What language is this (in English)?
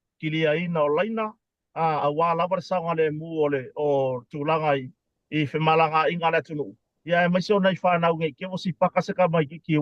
Samoan